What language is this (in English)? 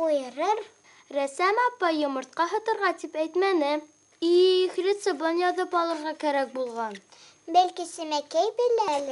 Bashkir